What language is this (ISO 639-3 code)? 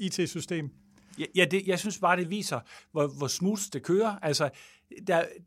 dan